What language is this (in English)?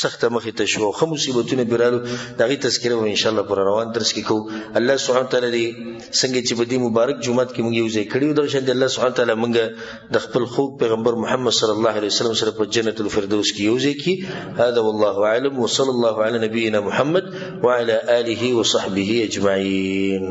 Pashto